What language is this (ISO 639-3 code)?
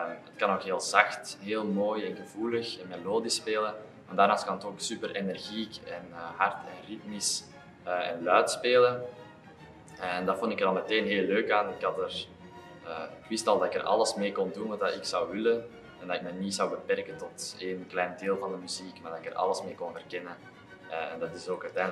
nld